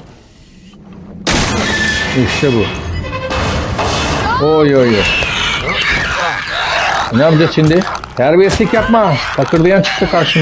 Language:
Turkish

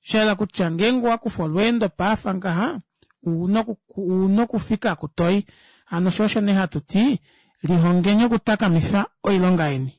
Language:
Kuanyama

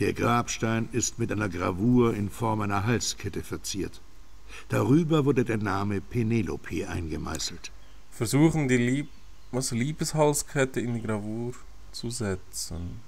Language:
Swiss German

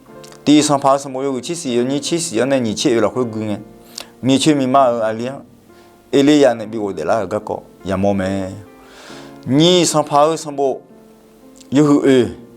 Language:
Akha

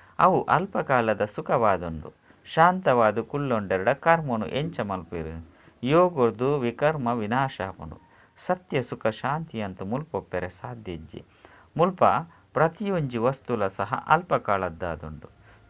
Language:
Tulu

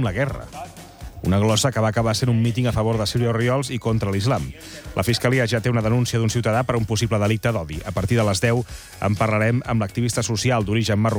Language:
Catalan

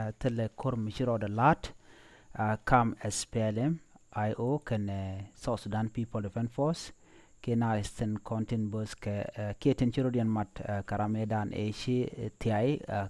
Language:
Nuer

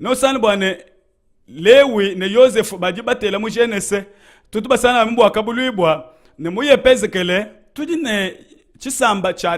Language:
Luba-Lulua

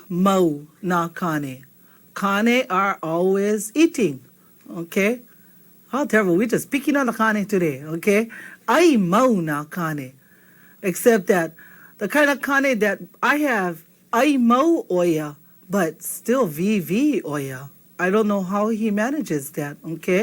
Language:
Hawaiian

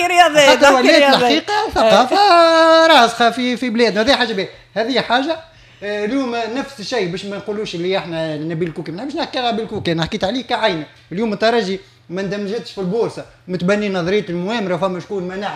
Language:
Tunisian Arabic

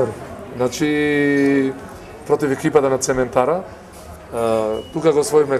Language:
Macedonian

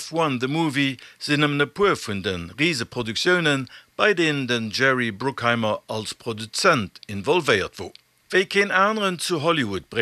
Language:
Luxembourgish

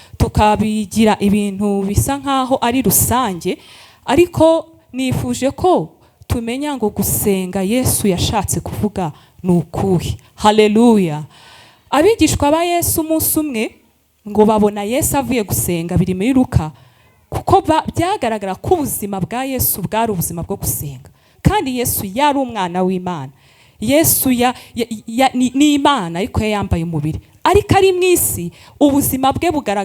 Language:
Kinyarwanda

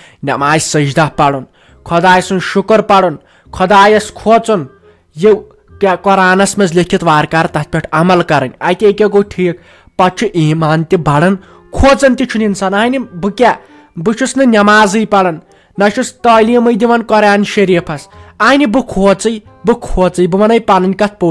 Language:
Kashmiri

